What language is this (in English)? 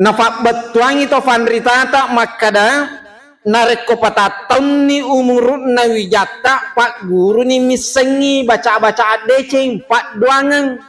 Buginese